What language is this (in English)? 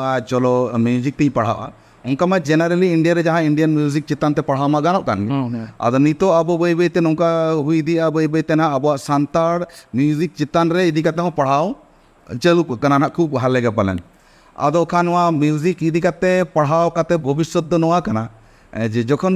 Santali